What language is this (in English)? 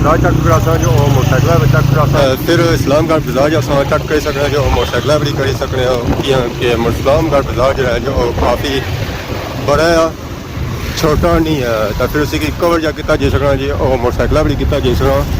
Pahari-Potwari